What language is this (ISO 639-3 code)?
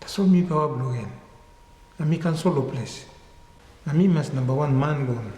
tpi